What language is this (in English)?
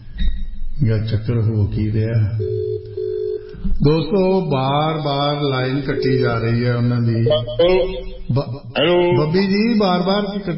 Punjabi